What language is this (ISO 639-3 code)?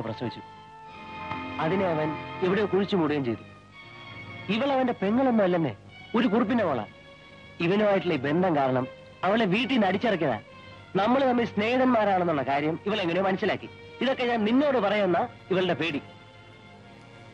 mal